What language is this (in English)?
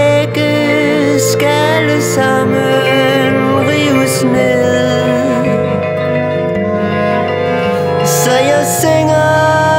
Danish